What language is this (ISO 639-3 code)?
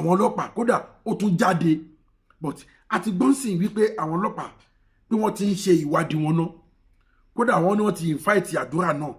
yor